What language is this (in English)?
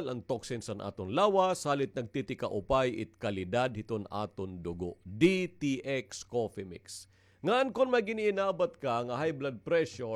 Waray